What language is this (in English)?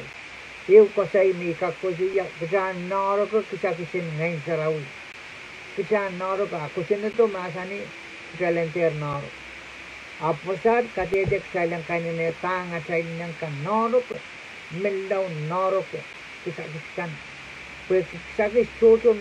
Pohnpeian